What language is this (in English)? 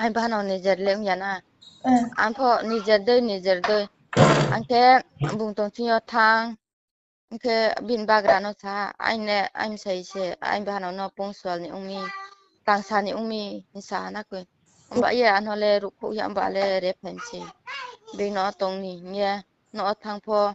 Riang (India)